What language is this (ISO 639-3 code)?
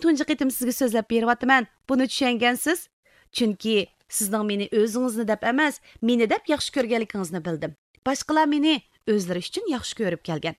uig